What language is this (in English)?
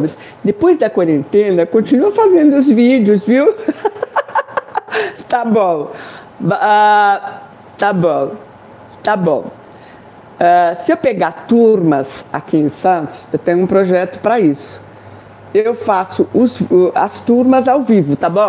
Portuguese